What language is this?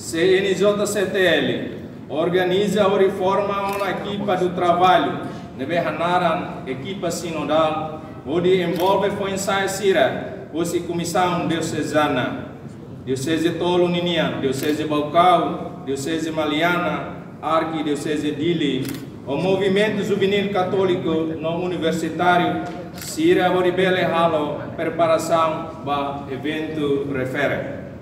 Tetum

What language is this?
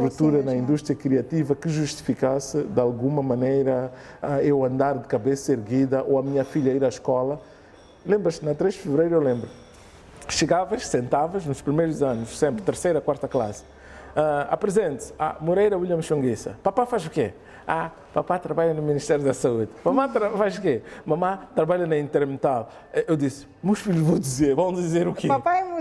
Portuguese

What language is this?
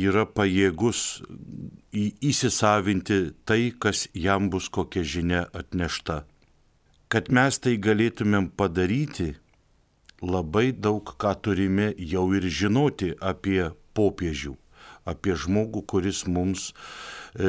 Lithuanian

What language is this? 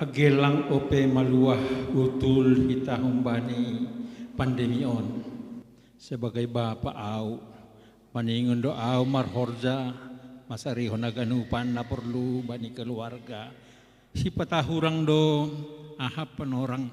Batak Simalungun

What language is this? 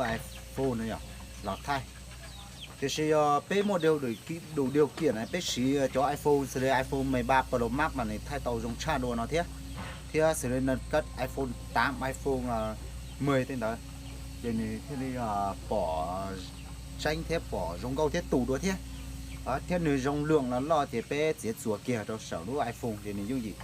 Hmong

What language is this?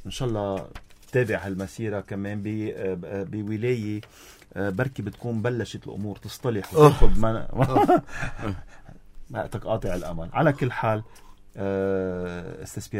North Levantine Arabic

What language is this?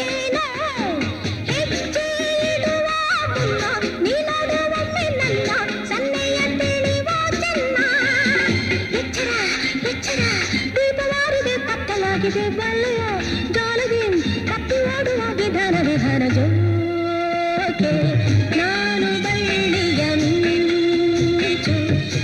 Kannada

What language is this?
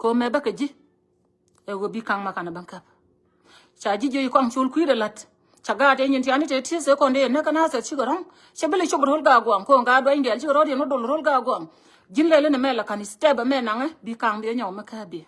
Nuer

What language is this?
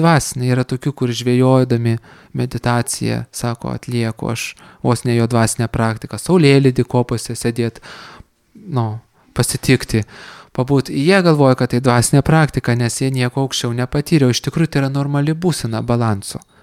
Lithuanian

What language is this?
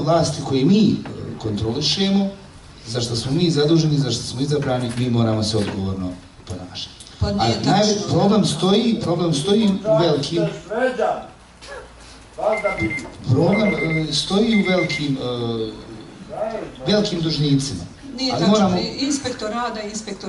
Bosnian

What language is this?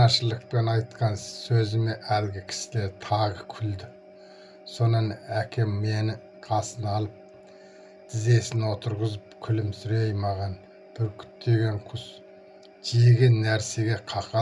Kazakh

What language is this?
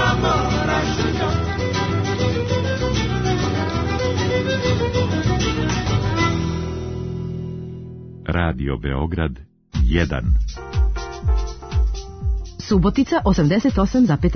Serbian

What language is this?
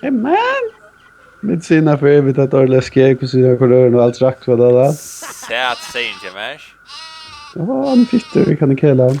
Faroese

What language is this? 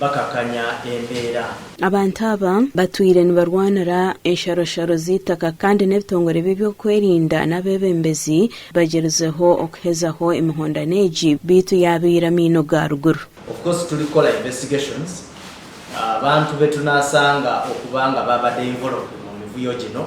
Nyankole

